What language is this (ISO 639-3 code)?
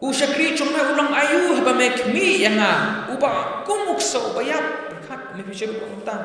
kha